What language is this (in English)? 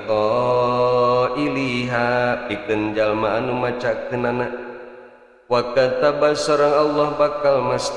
Sundanese